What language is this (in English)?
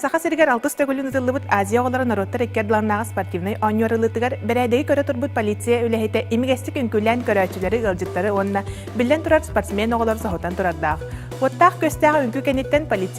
Yakut